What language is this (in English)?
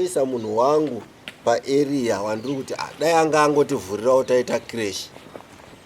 Shona